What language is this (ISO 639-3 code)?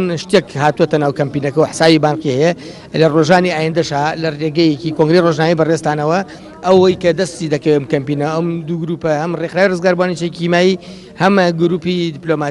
ckb